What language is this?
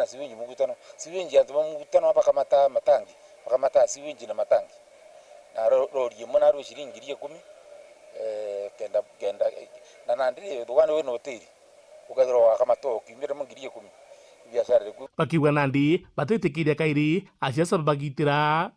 Meru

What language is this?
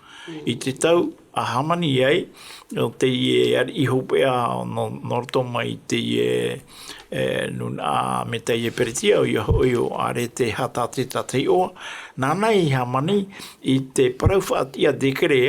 Tahitian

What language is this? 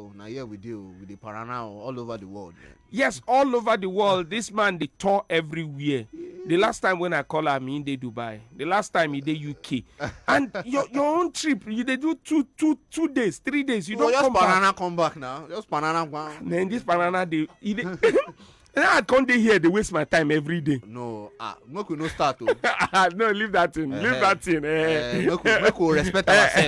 Nigerian Pidgin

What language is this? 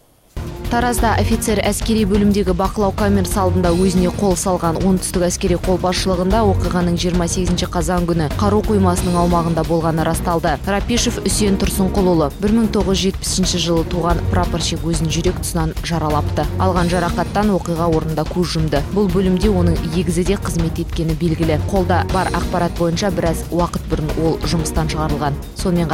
Kazakh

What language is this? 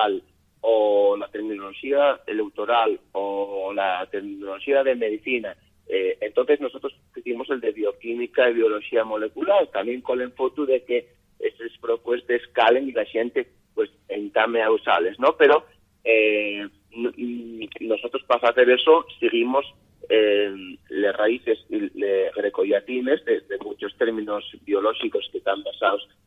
Asturian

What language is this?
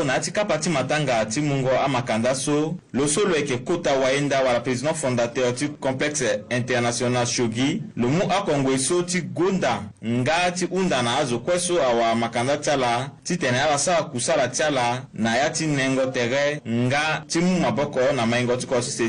Sango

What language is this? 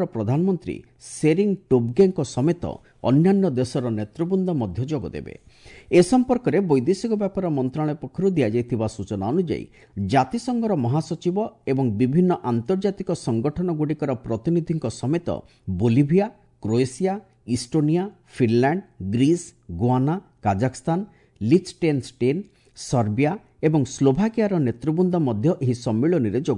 Odia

